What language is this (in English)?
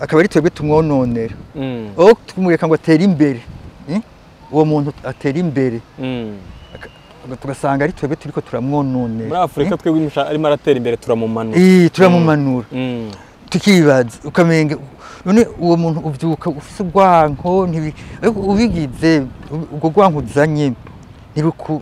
Rundi